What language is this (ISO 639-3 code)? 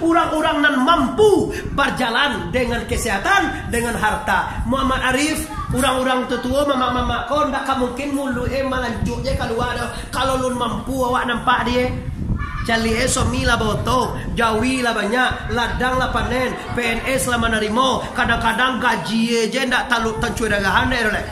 min